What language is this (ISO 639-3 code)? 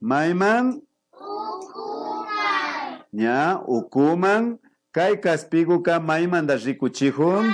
qvi